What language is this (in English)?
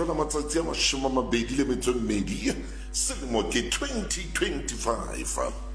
Southern Sotho